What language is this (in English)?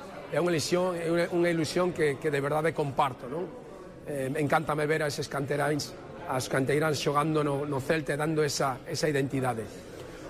Galician